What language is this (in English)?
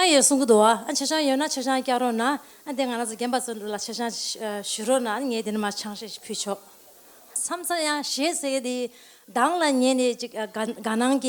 Tibetan